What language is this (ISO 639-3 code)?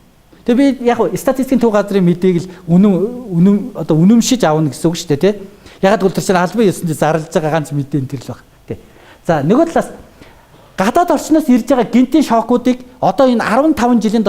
mon